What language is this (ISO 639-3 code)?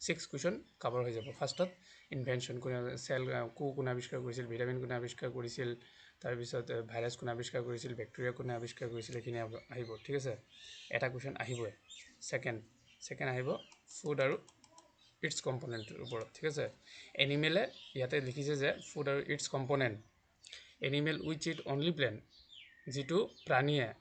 asm